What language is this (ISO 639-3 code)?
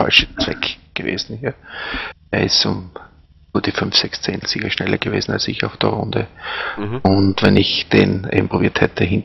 deu